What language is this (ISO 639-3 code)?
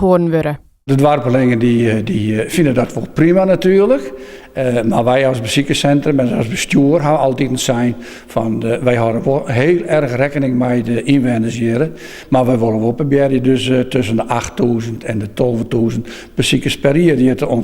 fry